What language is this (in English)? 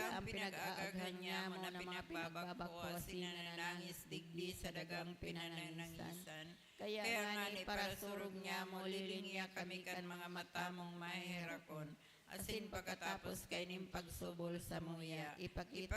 Bikol